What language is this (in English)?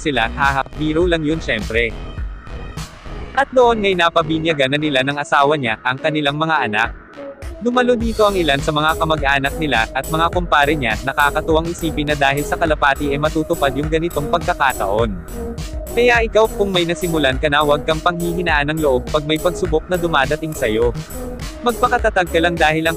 Filipino